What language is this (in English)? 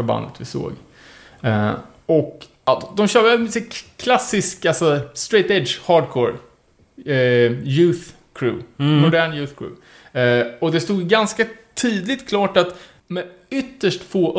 Swedish